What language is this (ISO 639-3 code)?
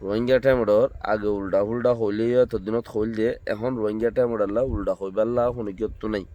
rhg